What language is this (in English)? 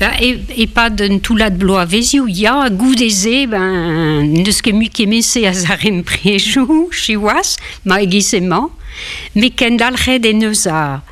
Breton